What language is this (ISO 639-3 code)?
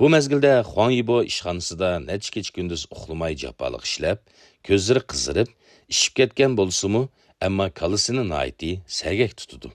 uig